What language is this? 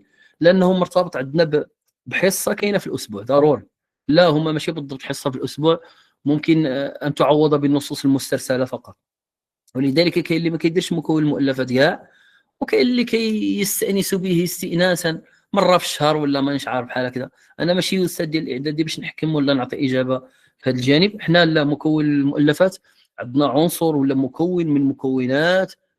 Moroccan Arabic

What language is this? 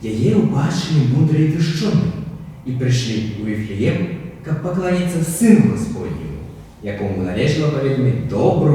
Belarusian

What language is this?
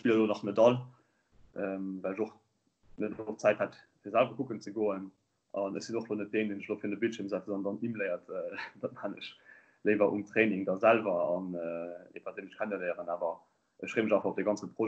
Luxembourgish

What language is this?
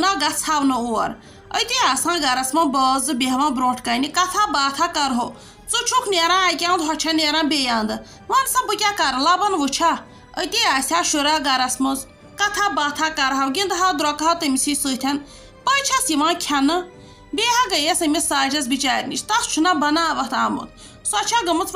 Kashmiri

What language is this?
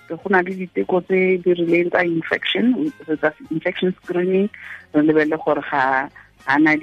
Tswana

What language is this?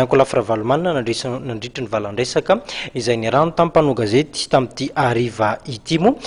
Malagasy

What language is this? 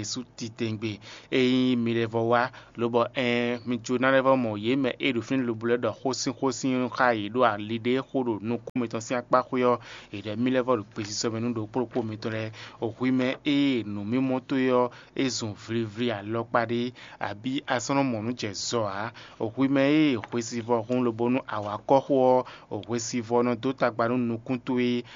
Fon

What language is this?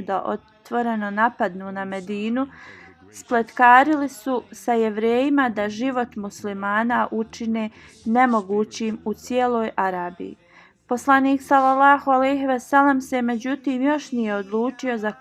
Bosnian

